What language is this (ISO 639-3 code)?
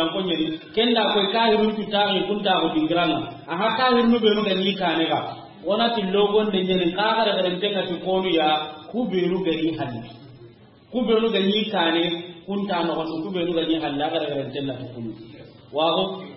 snk